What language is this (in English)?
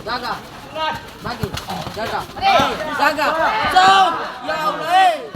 Ambonese Malay